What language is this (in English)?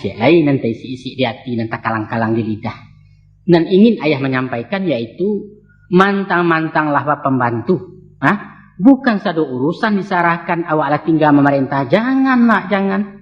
Minangkabau